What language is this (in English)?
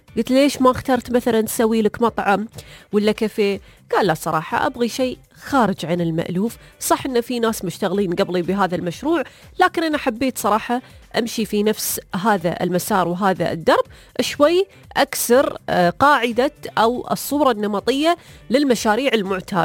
Najdi Arabic